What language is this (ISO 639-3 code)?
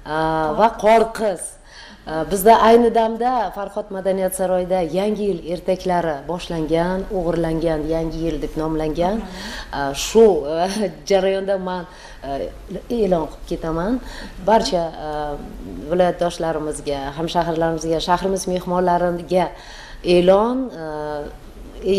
uzb